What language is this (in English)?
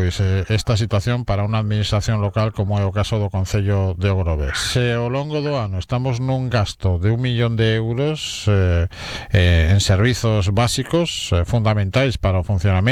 Galician